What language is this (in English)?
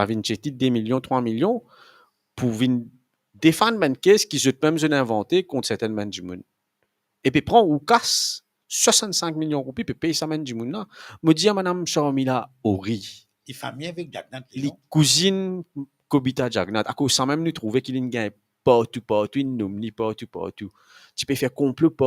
Morisyen